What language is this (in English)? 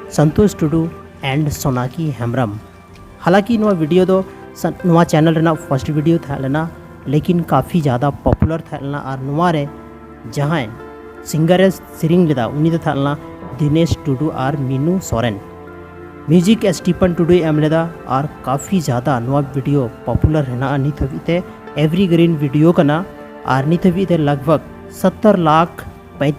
Santali